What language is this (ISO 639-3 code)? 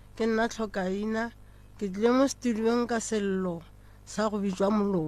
nso